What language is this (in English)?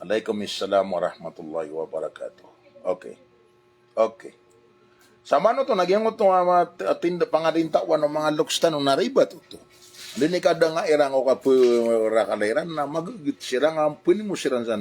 Maranao